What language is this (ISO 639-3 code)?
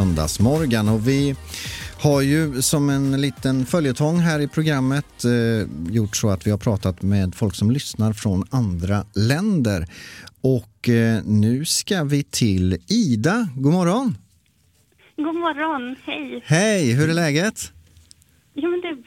swe